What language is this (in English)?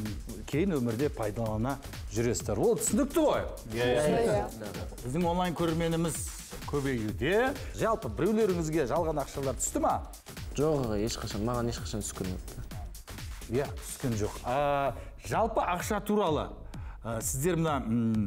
Kazakh